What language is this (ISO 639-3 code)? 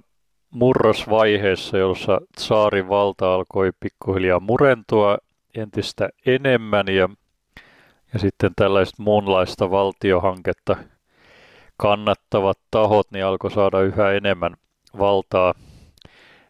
fin